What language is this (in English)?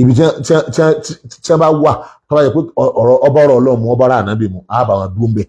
Yoruba